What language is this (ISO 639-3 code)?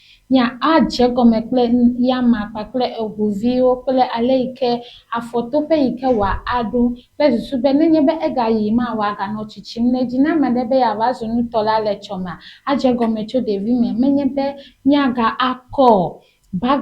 ewe